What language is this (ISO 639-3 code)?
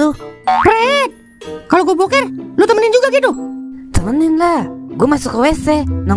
bew